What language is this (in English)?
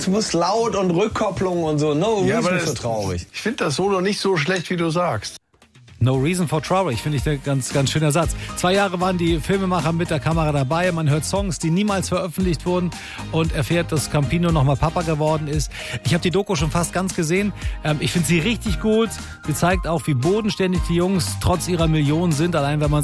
German